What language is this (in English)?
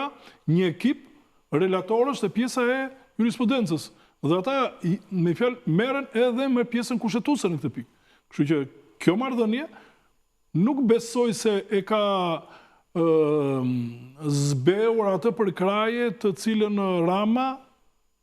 Albanian